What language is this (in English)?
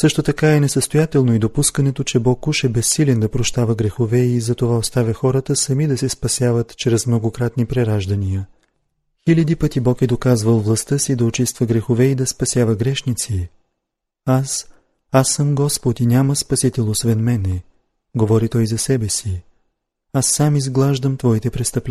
Bulgarian